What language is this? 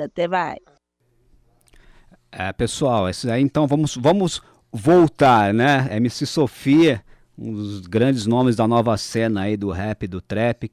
Portuguese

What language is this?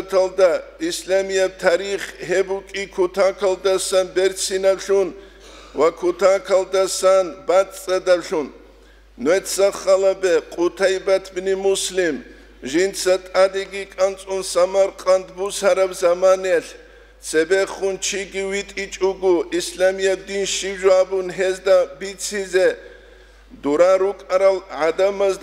Avaric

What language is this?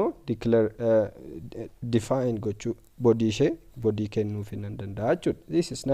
Oromo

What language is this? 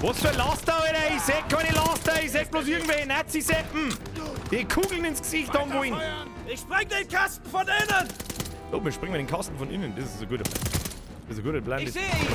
Bavarian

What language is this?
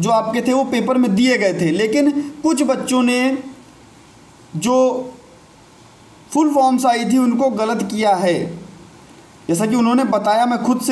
Hindi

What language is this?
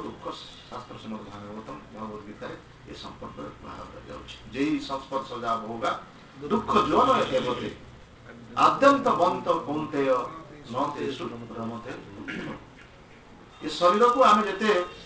Odia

